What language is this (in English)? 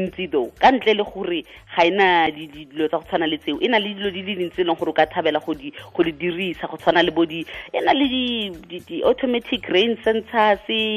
Tswana